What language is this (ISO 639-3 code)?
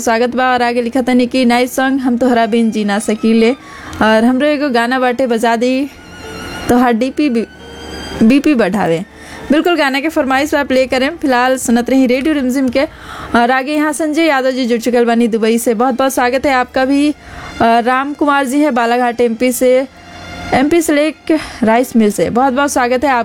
bho